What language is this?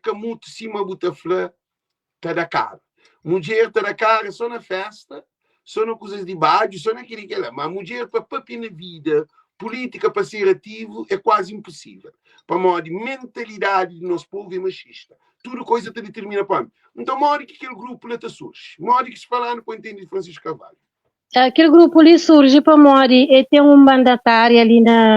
Kabuverdianu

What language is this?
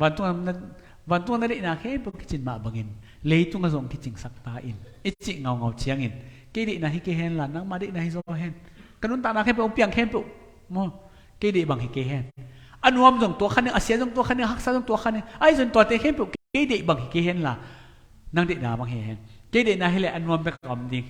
Tedim Chin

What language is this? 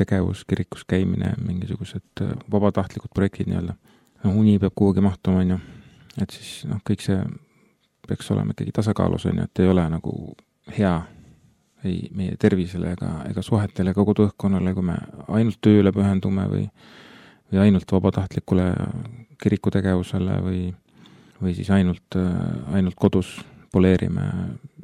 Estonian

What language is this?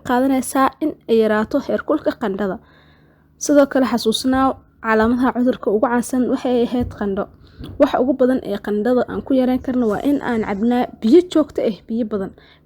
Somali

